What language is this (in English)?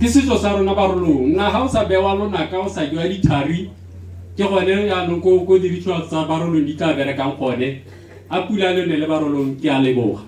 Tswana